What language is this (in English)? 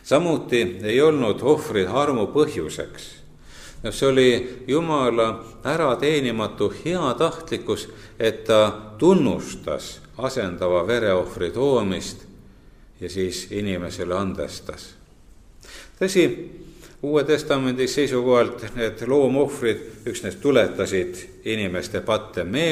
Estonian